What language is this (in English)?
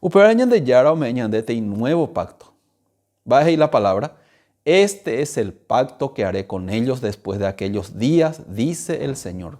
Guarani